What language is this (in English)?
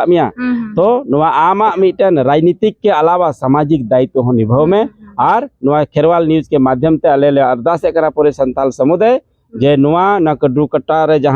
Santali